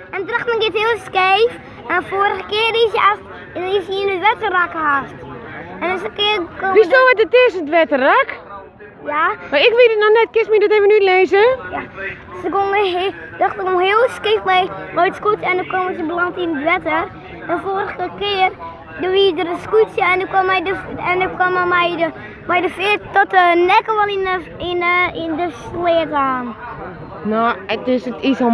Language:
Western Frisian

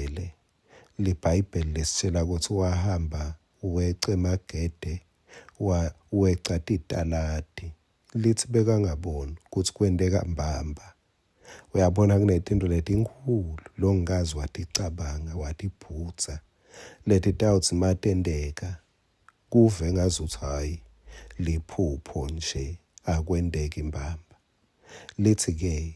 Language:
Swati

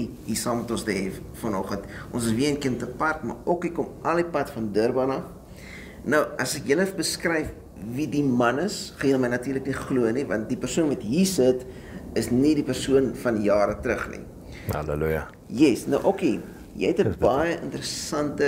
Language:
Afrikaans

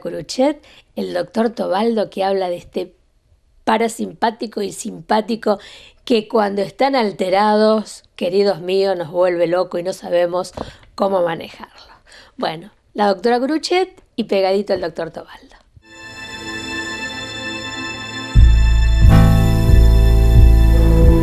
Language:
Spanish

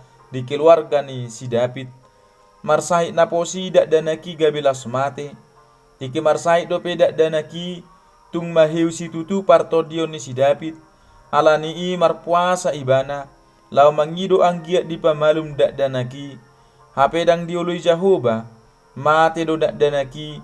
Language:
Batak Toba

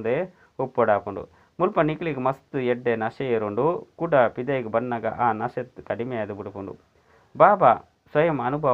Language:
Tulu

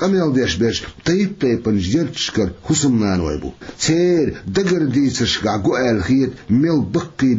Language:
Chechen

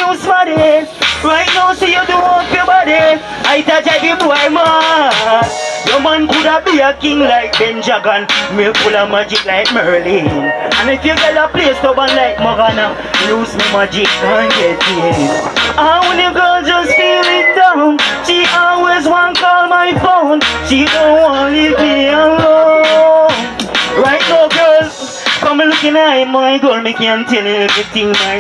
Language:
Jamaican Creole English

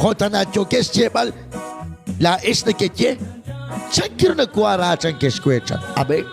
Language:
Kekchí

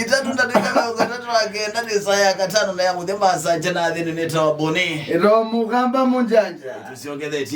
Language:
Kamba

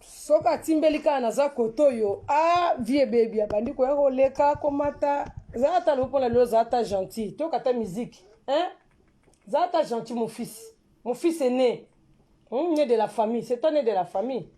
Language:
Lingala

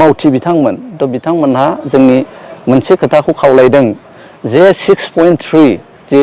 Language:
Bodo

